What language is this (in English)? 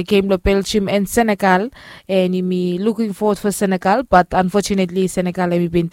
Bislama